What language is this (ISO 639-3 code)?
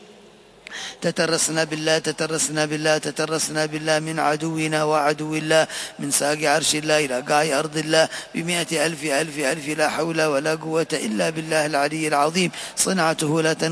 ara